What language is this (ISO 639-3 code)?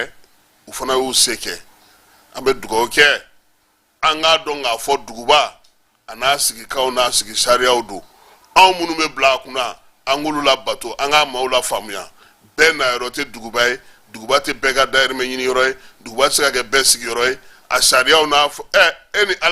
bam